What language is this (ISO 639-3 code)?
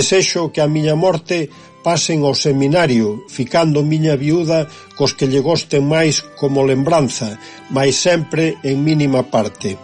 glg